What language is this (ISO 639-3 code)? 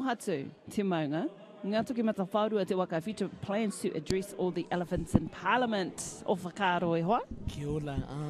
mri